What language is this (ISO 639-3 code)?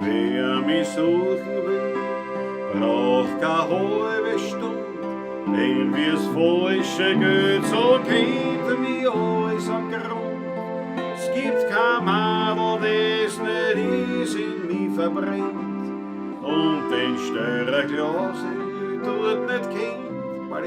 bar